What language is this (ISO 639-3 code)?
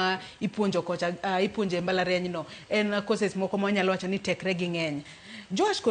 luo